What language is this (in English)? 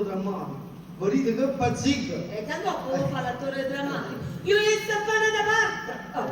Neapolitan